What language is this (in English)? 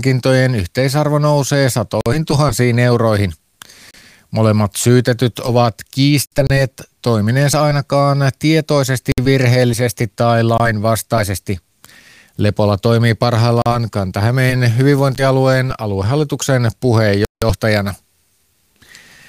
Finnish